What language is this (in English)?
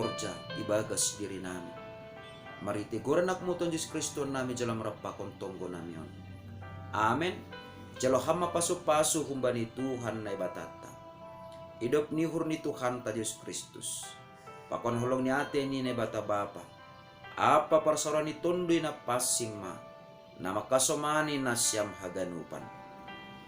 Batak Simalungun